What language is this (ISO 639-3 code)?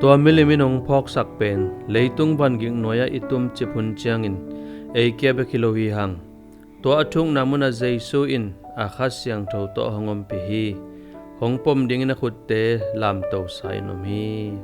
ctd